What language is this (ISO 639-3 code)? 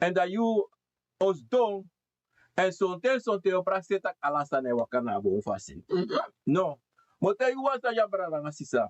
srn